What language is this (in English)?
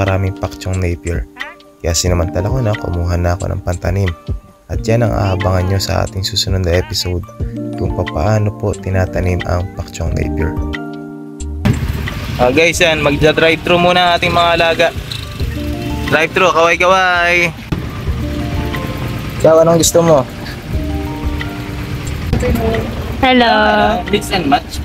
Filipino